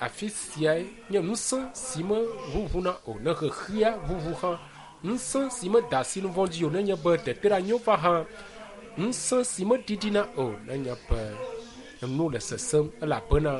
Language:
Ewe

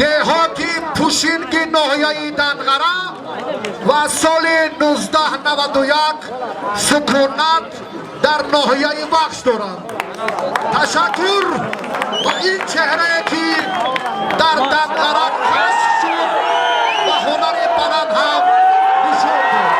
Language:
Tajik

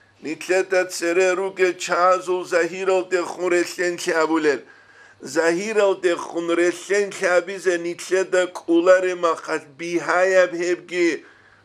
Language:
Avaric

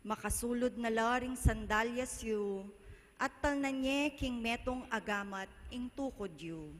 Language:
Pampanga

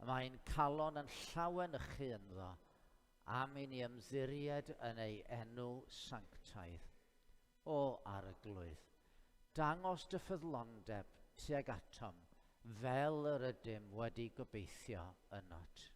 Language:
Welsh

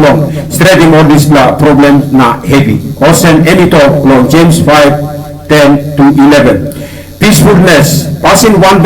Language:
Tok Pisin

